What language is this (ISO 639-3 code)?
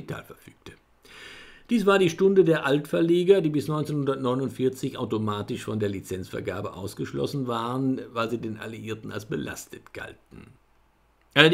deu